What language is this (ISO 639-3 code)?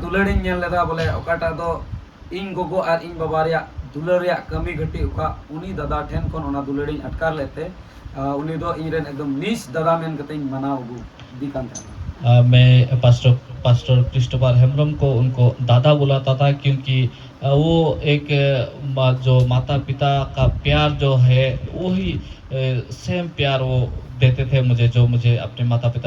sat